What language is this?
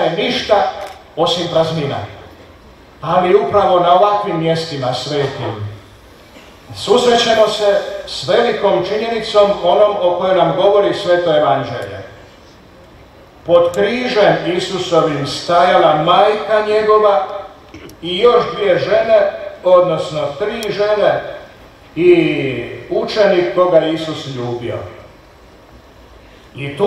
Croatian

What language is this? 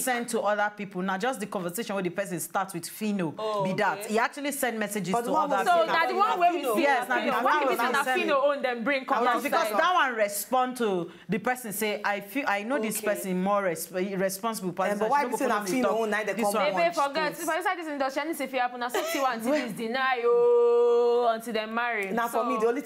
Nigerian Pidgin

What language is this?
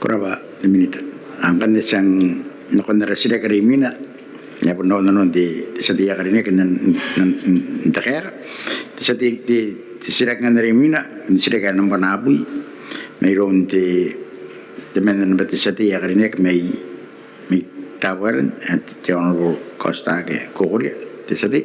Gilbertese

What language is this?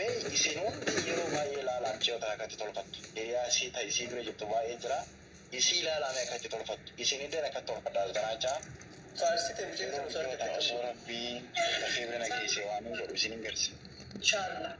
Oromo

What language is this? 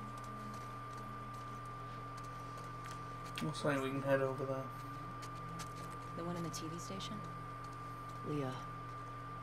English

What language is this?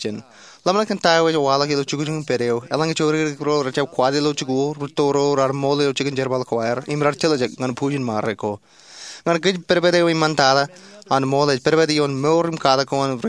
Marshallese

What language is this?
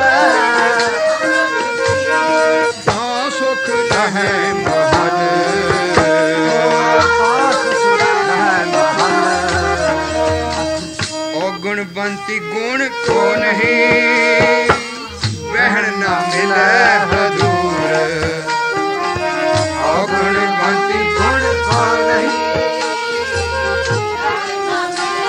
Punjabi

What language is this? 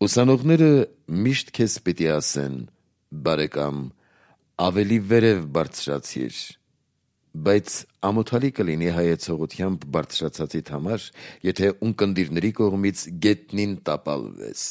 Armenian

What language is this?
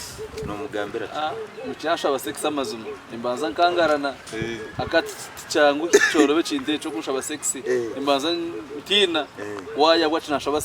Nyankole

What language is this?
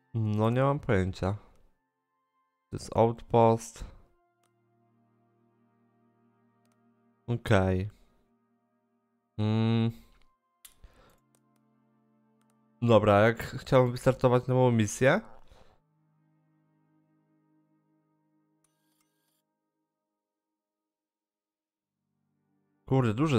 Polish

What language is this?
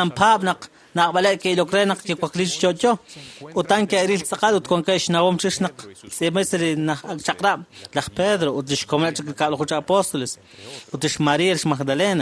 Kekchí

